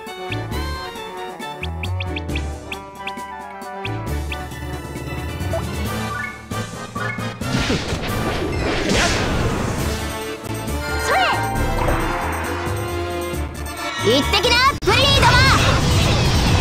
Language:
Japanese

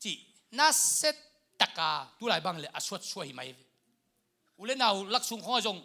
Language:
Tedim Chin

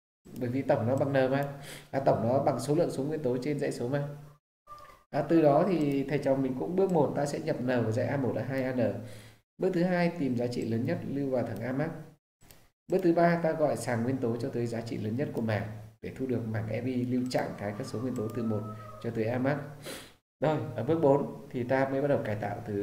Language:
Vietnamese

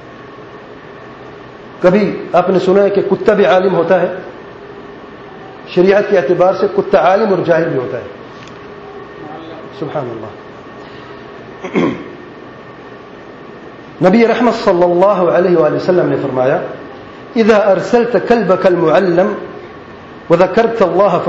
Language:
Urdu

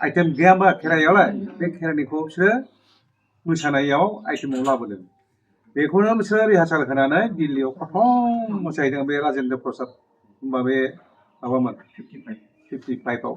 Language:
Bodo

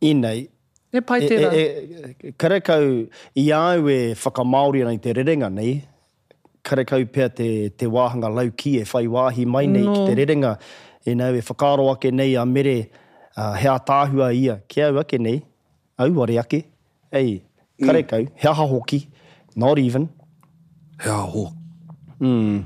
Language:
Māori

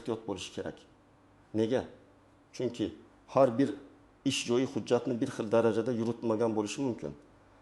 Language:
Uzbek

